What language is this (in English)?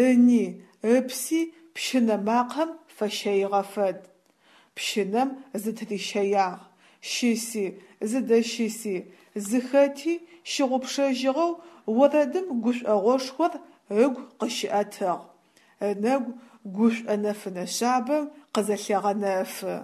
Adyghe